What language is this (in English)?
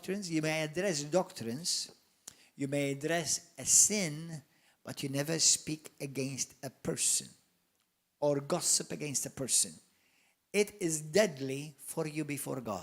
English